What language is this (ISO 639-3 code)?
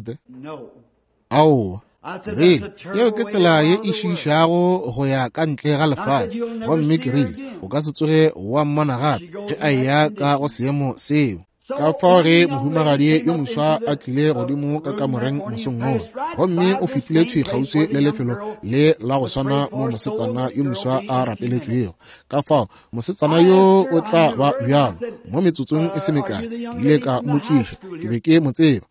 nso